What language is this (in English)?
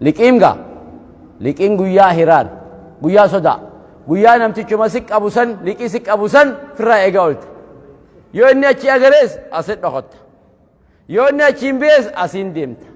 Oromo